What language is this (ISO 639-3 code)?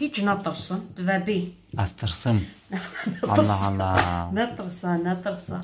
kur